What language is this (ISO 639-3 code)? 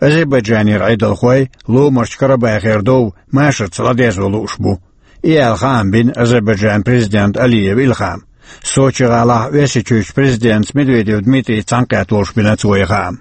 che